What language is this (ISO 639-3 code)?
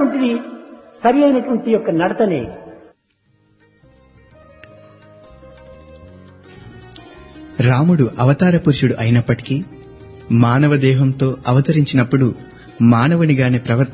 tel